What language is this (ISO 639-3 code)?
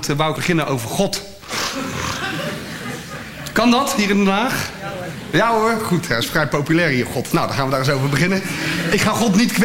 nld